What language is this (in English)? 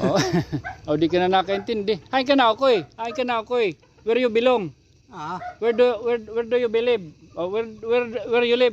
Waray